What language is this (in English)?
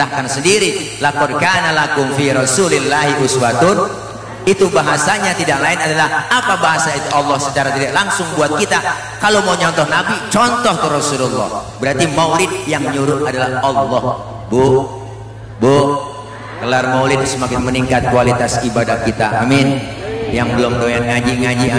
Betawi